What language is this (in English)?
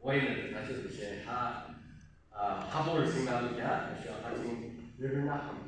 Yimchungru Naga